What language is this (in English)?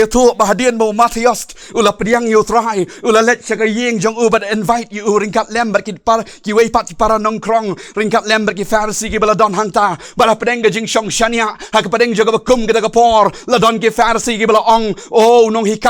Khasi